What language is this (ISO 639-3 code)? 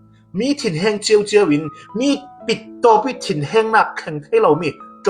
cfm